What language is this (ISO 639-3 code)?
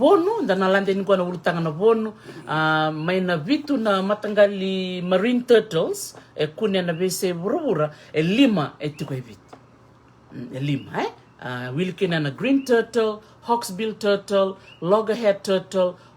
fij